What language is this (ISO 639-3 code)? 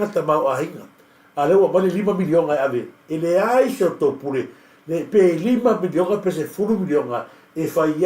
smo